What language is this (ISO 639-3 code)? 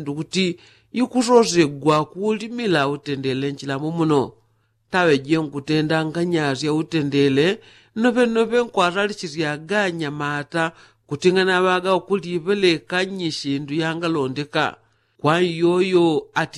yao